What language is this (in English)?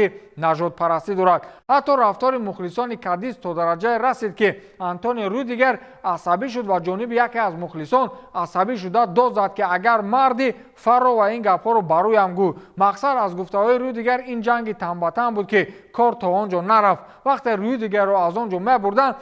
Tajik